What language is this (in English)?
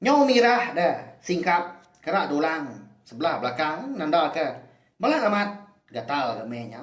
Iban